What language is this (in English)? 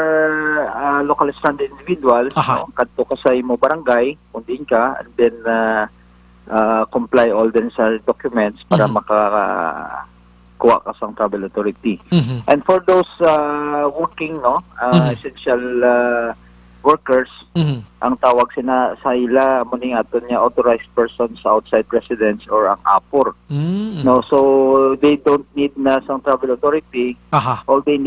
Hiligaynon